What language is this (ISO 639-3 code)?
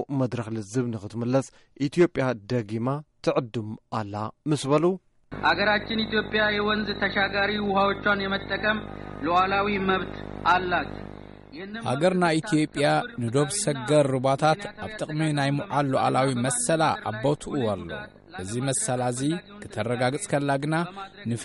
tir